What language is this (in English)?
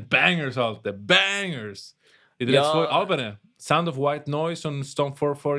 Swiss German